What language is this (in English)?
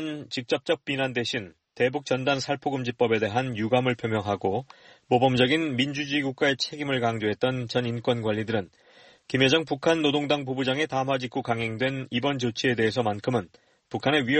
Korean